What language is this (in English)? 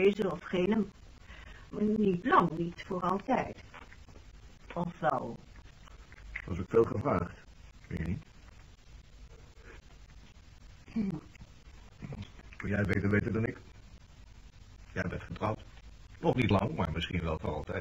Dutch